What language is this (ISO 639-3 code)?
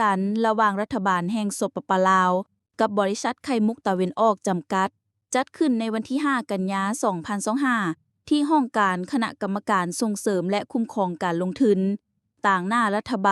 lao